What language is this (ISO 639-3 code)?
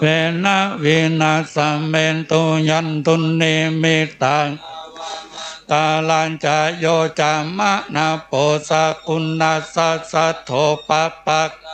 pli